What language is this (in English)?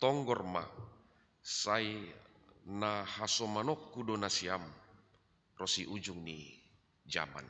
Batak Simalungun